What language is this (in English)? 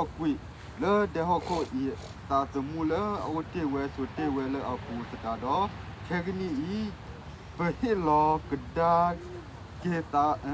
S'gaw Karen